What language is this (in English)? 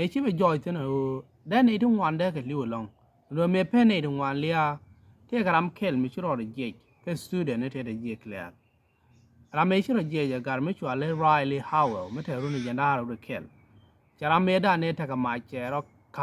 Nuer